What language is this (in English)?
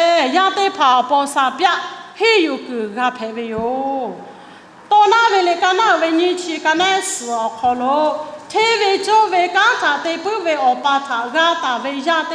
Lahu